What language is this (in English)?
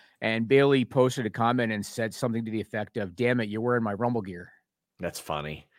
English